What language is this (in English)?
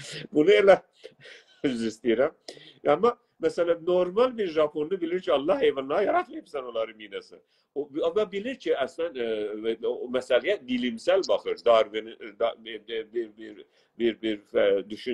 South Azerbaijani